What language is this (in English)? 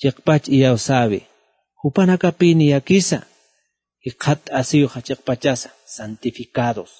Aymara